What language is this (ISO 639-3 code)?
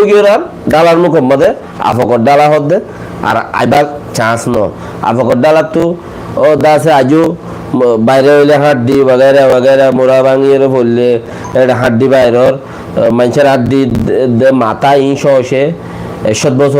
rhg